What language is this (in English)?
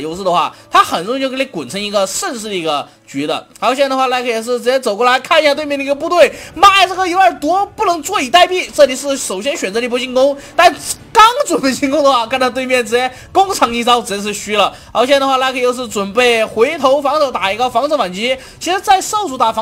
Chinese